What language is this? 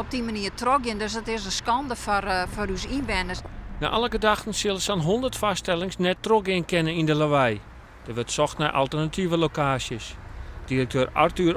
Western Frisian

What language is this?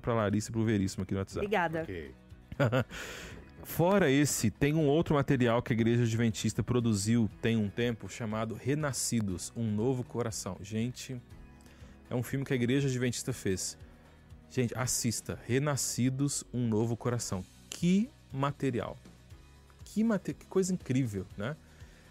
Portuguese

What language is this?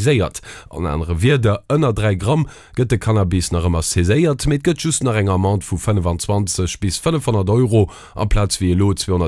Luxembourgish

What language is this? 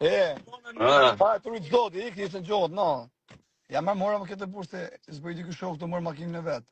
Albanian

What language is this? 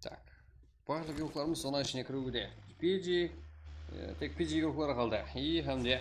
Kara-Kalpak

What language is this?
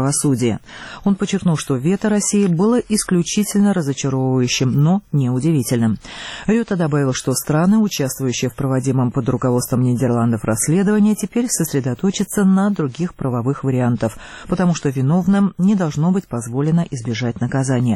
Russian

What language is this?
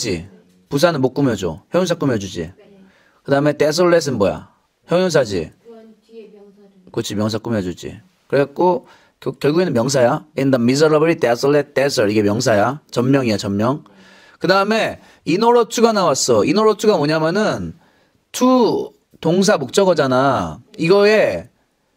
Korean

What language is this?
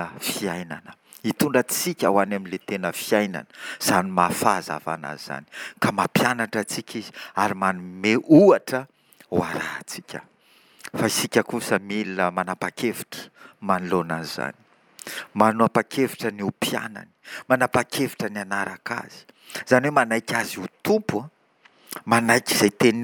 Malagasy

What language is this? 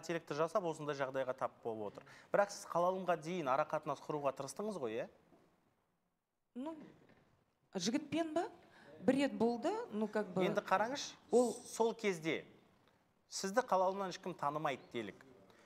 Kazakh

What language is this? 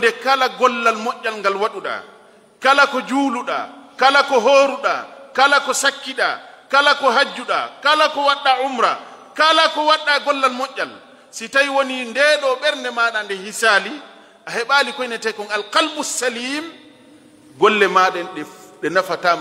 Fula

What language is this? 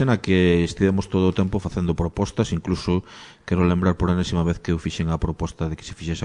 Galician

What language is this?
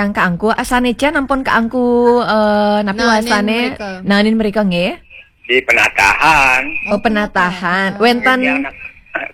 Balinese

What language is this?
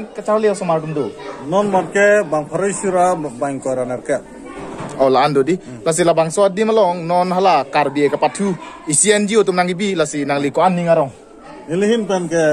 Karbi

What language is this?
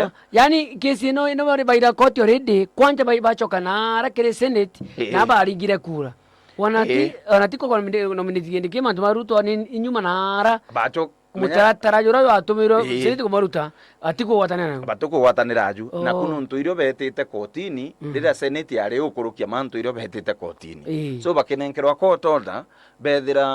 Meru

